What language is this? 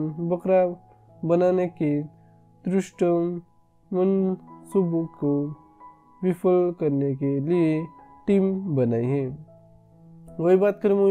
Hindi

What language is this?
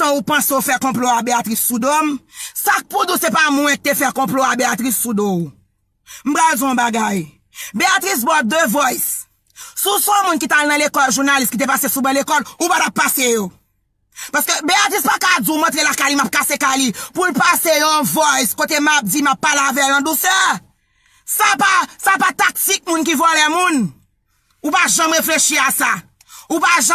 Haitian Creole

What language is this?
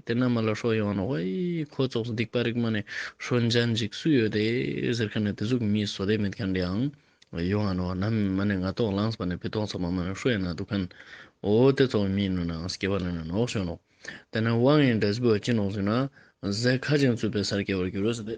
Ladakhi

